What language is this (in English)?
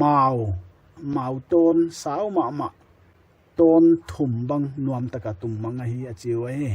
Paite Chin